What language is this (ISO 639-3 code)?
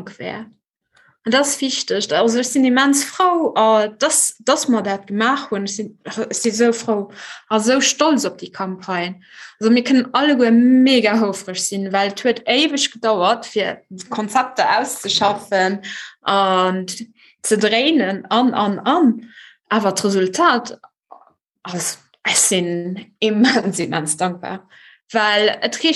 ltz